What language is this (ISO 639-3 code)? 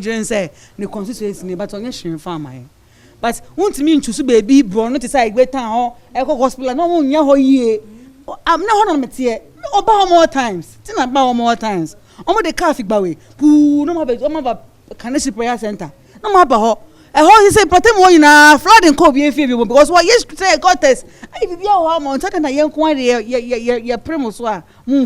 aka